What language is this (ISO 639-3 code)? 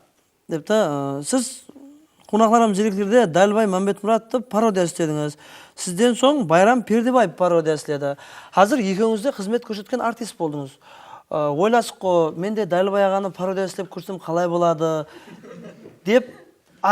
kaa